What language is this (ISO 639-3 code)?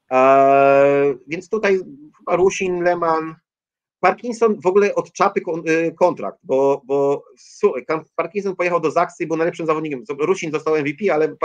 pol